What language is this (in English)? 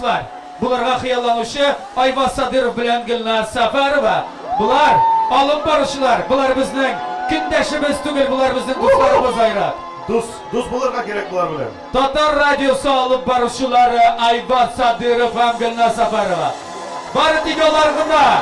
Tatar